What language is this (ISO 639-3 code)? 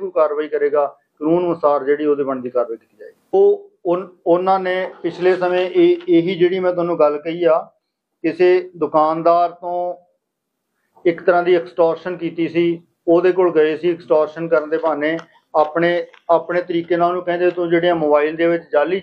pan